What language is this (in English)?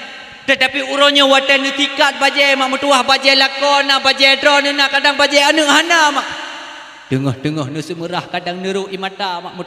Achinese